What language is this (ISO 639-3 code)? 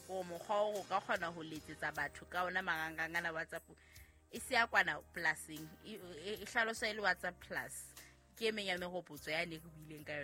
sot